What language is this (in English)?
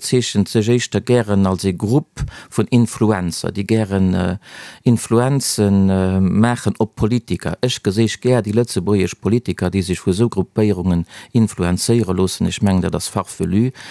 Luxembourgish